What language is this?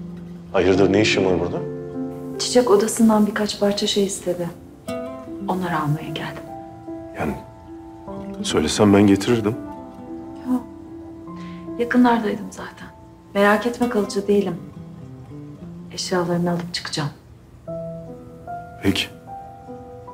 Turkish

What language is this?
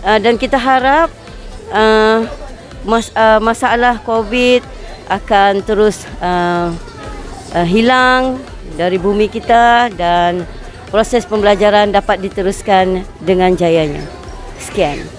Malay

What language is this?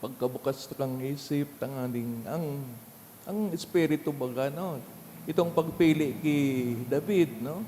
Bikol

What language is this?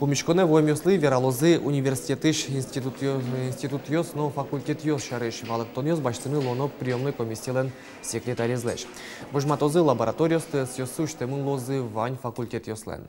Udmurt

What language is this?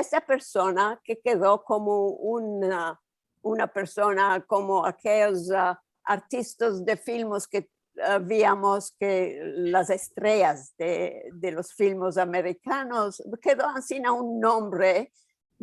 Ladino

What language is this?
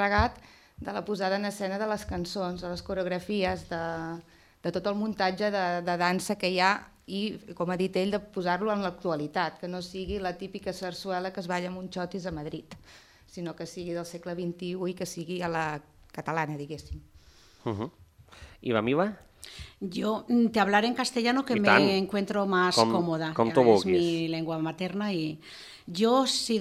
Catalan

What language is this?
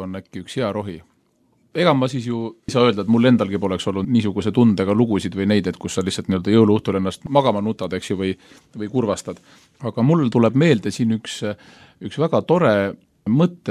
Estonian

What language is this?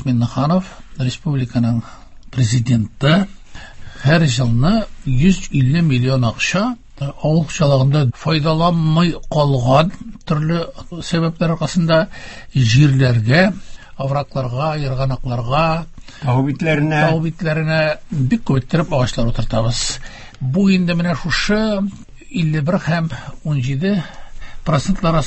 Tatar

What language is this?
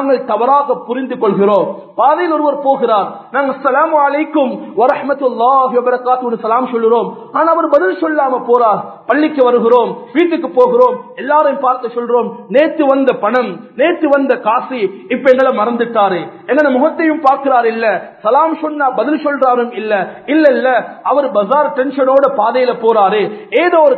Tamil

